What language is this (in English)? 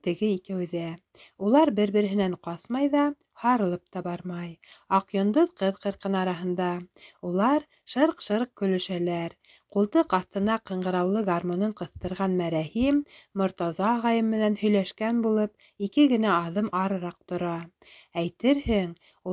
Bashkir